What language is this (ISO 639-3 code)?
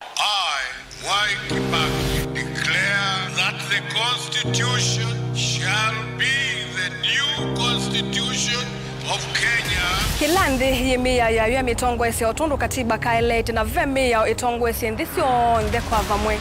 kam